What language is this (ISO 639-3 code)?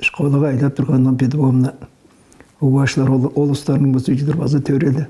tyv